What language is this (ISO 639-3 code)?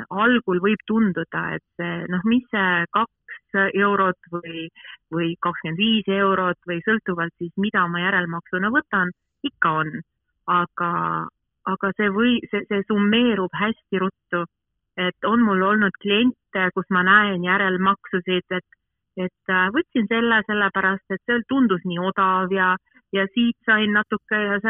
est